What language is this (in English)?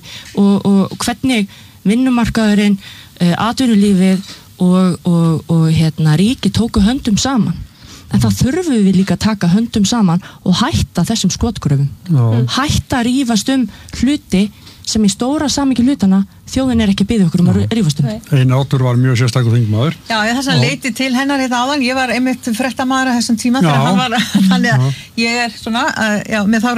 Icelandic